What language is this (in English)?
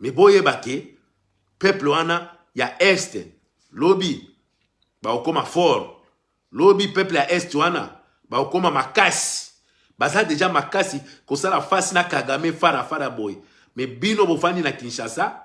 Lingala